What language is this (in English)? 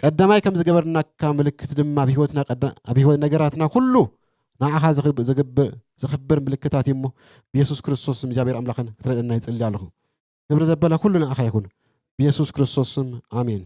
Tigrinya